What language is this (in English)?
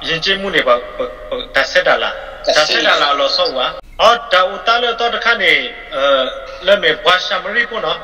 S'gaw Karen